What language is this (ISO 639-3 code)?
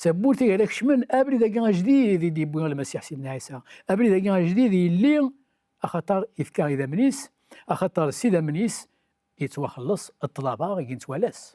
kab